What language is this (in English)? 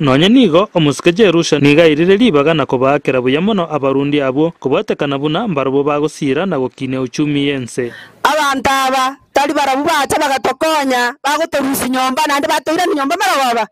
Gusii